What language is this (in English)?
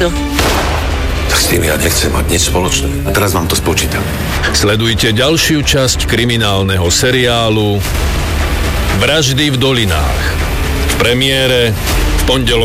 Slovak